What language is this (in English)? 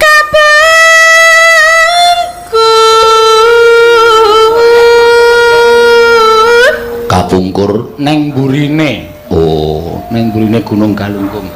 Javanese